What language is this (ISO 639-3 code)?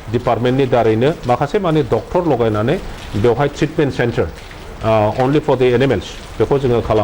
brx